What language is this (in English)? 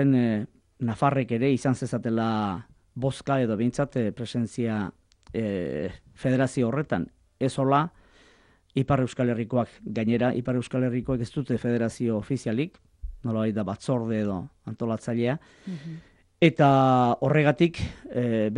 Basque